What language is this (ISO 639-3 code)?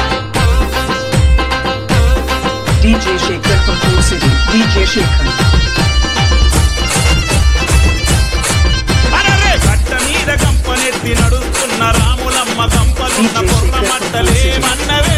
tel